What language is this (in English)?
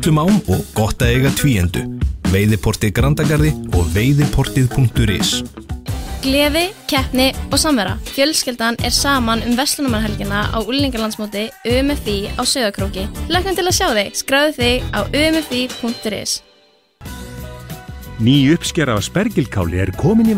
Icelandic